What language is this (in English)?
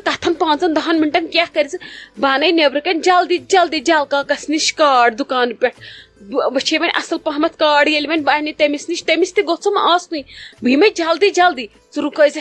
Kashmiri